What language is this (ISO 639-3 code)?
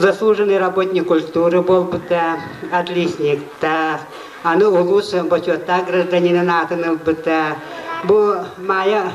sah